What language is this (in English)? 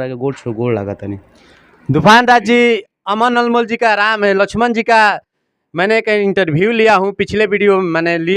Bhojpuri